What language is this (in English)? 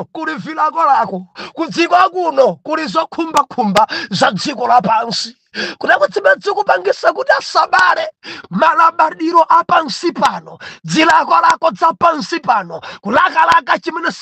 Nyanja